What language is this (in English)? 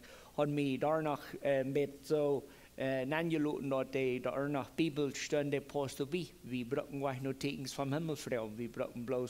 Plautdietsch